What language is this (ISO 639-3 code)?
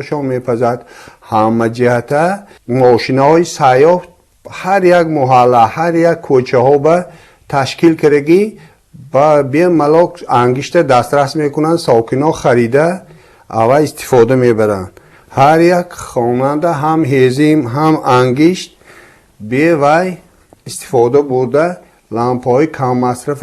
tgk